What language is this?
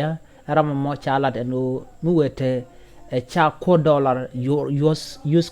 Nuer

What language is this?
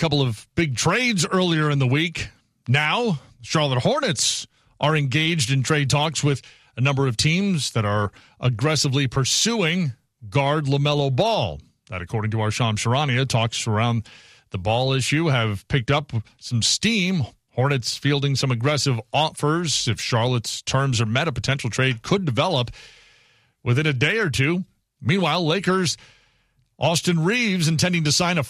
English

